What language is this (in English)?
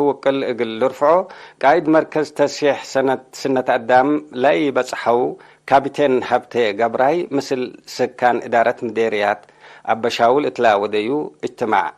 Tigre